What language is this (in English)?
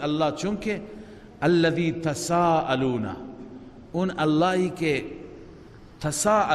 Persian